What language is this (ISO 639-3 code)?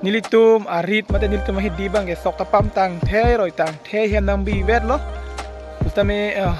mjw